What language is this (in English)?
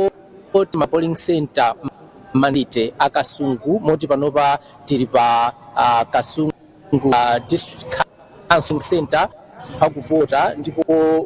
Nyanja